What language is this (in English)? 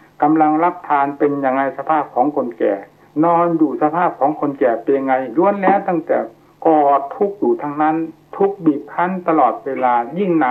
Thai